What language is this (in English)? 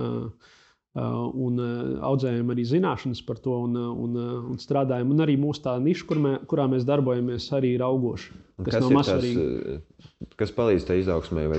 Latvian